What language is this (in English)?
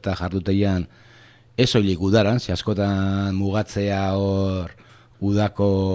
Basque